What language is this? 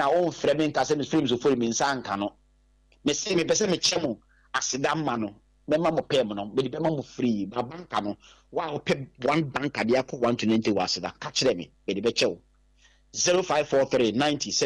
Akan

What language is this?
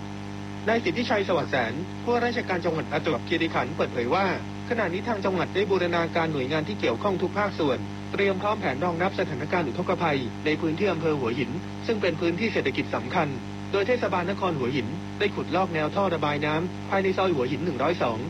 Thai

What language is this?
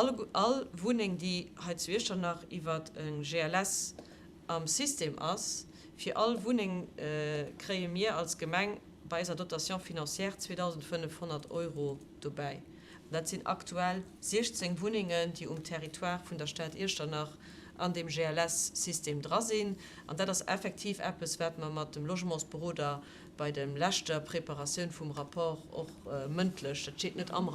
Luxembourgish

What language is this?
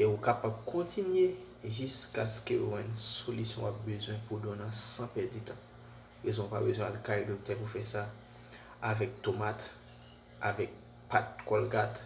Haitian Creole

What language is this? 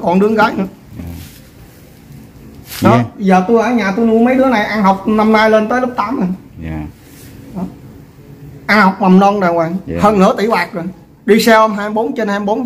Vietnamese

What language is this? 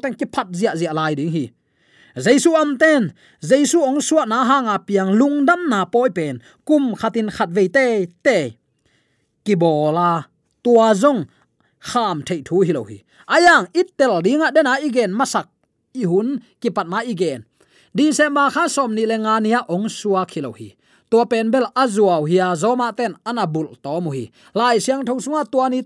Tedim Chin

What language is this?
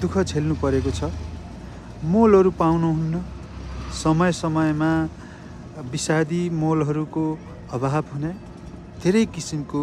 Nepali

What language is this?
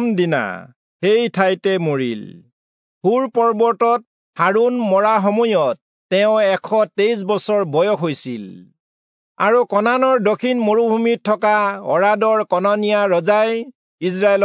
Assamese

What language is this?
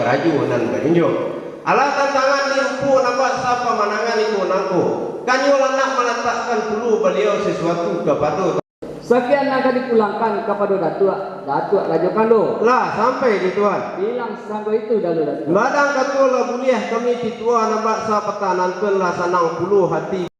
Minangkabau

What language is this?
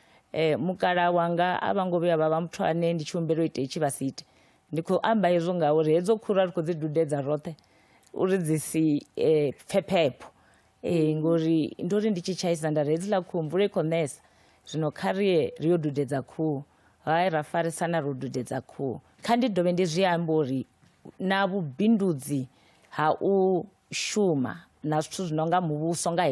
Venda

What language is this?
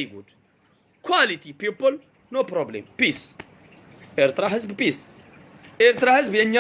Tigrinya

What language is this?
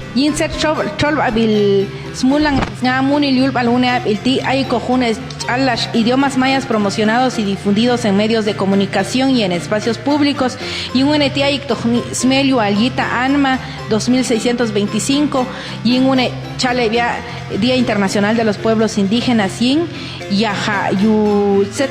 Popti'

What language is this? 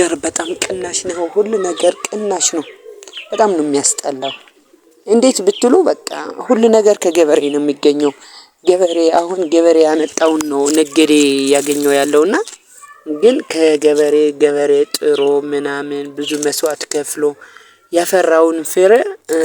Amharic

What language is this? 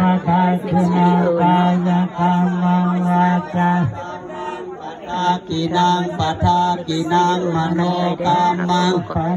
Pali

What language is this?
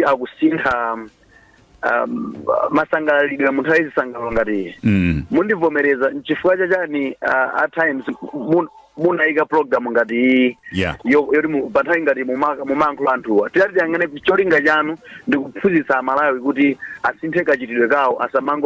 Nyanja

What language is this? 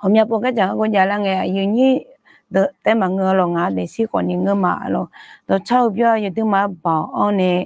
Akha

